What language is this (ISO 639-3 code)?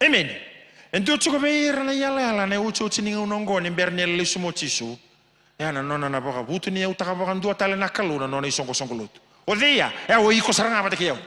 fij